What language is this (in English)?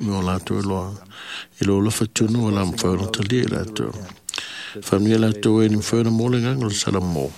Samoan